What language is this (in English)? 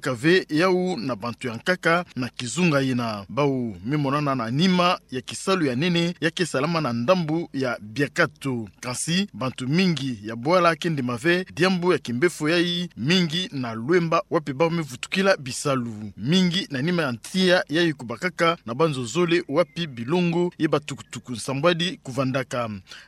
Kituba (Democratic Republic of Congo)